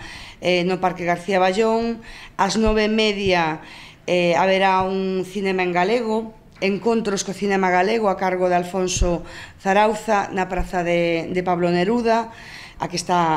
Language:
Galician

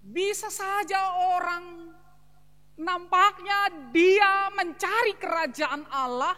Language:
Batak Simalungun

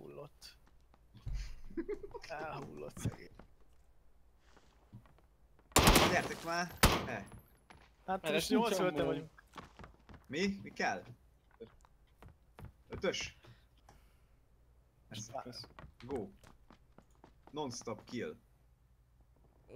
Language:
Hungarian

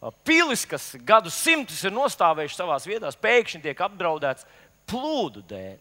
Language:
Latvian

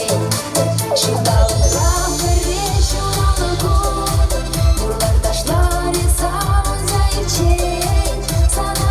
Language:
Chuvash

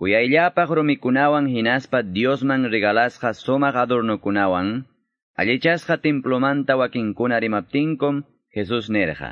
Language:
Quechua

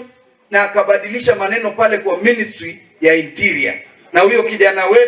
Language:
Gusii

